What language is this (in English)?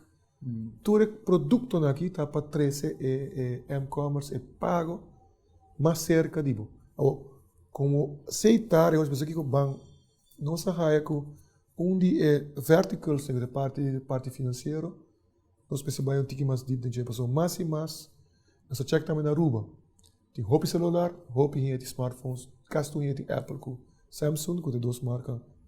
Papiamento